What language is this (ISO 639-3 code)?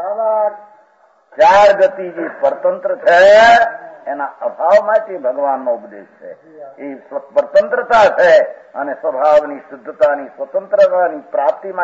guj